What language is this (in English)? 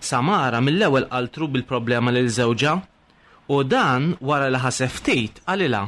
Maltese